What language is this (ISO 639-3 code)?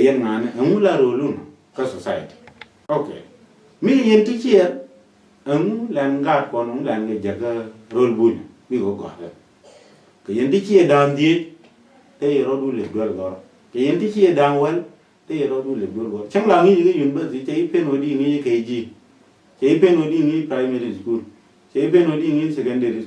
nus